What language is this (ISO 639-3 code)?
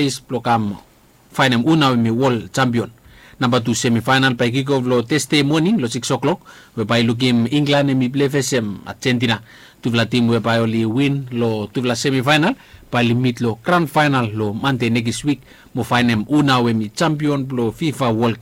bis